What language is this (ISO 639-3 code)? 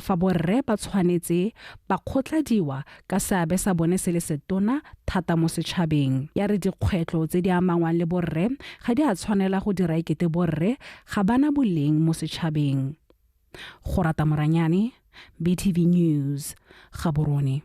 tsn